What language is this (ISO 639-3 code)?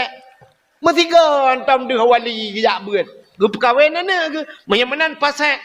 ace